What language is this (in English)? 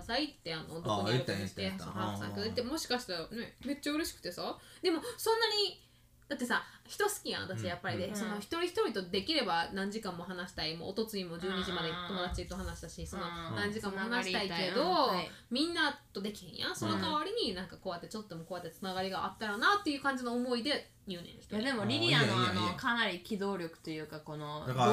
Japanese